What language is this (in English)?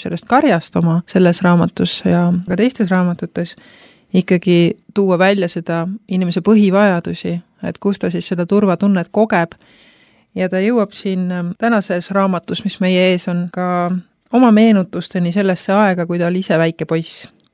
Estonian